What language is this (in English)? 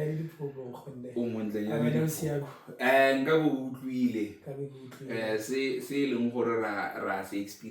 Tswana